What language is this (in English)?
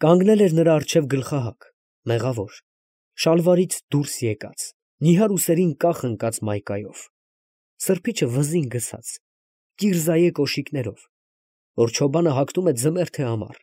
Armenian